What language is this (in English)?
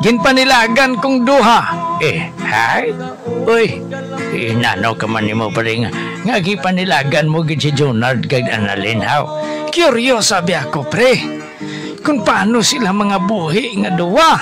Hiligaynon